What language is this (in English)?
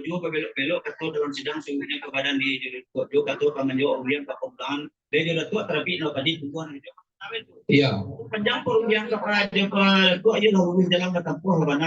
Minangkabau